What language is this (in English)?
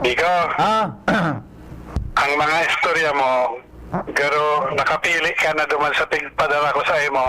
Bikol